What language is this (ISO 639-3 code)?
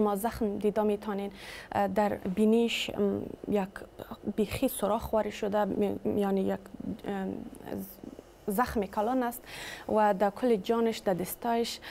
tgk